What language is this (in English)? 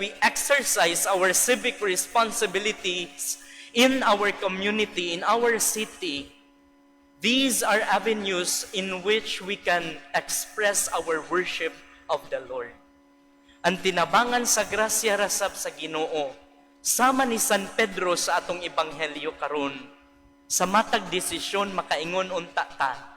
Cebuano